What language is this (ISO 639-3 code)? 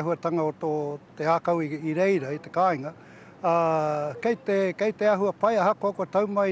mri